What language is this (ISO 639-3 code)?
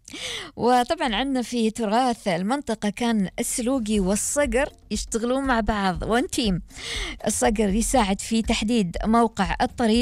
afb